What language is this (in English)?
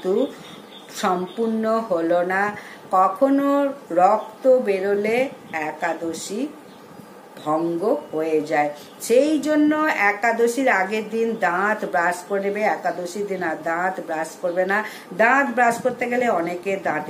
Bangla